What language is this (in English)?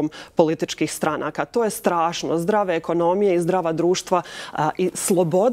Croatian